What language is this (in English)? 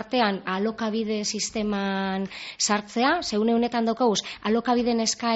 Basque